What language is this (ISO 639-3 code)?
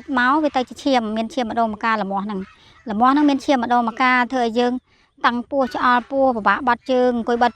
khm